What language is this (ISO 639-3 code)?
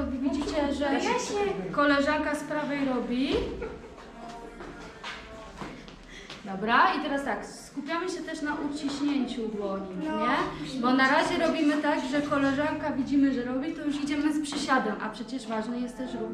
pol